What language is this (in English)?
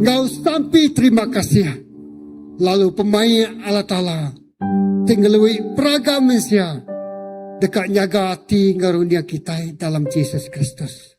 Iban